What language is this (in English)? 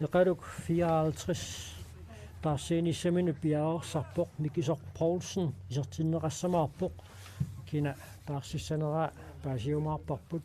Kalaallisut